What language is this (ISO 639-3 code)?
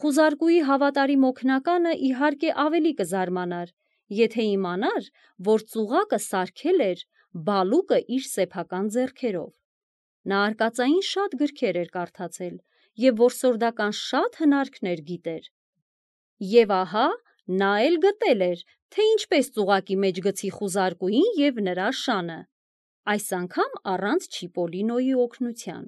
hye